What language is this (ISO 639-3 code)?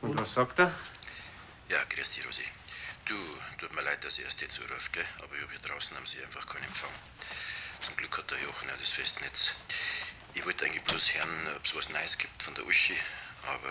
bar